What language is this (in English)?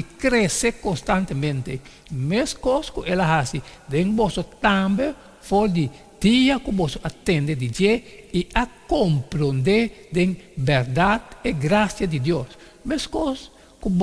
Papiamento